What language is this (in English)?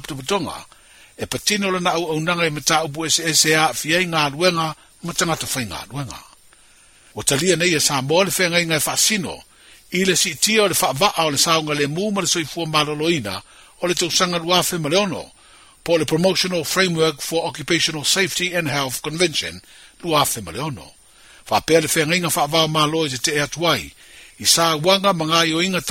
Samoan